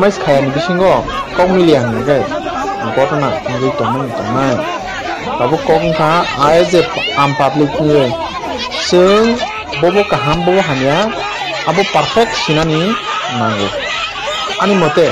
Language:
Riang (India)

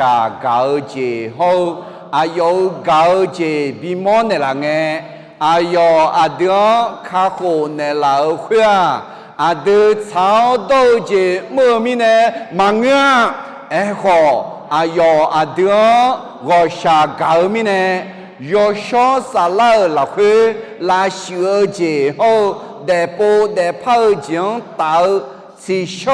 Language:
Akha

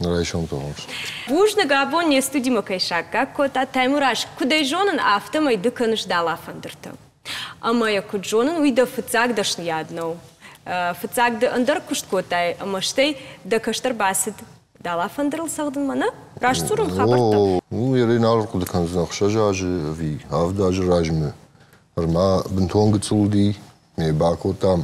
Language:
Ossetic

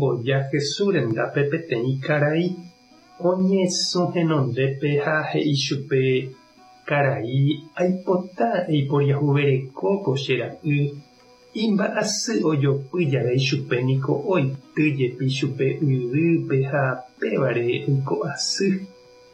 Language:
Guarani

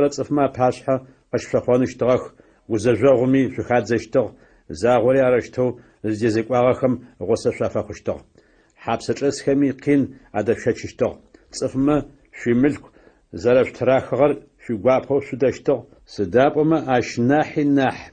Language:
Adyghe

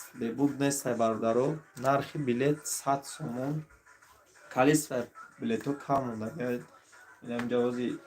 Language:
Tajik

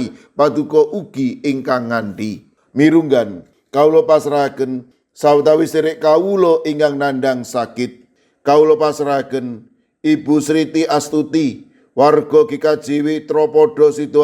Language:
Javanese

